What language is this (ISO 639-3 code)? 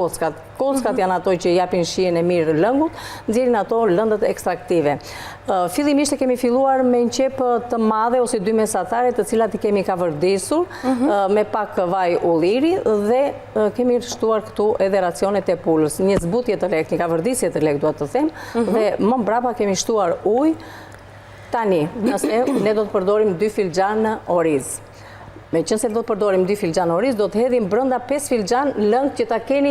sqi